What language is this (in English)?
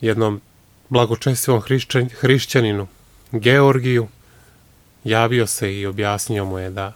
Serbian